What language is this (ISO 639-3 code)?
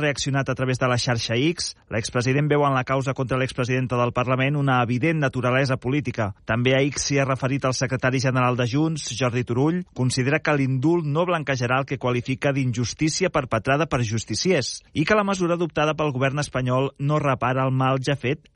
cat